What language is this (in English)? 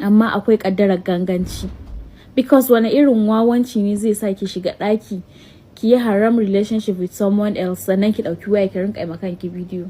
Hausa